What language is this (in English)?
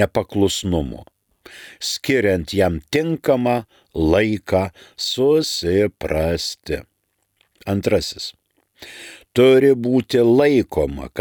Lithuanian